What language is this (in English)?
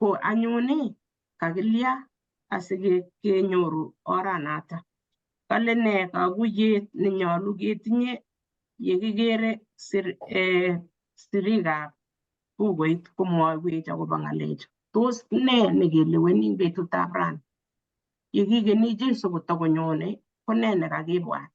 Kalenjin